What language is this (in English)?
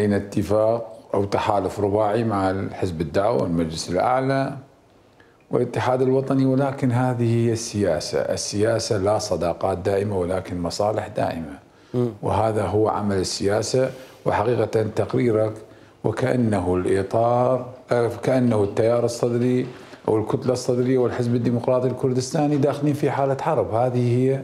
Mesopotamian Arabic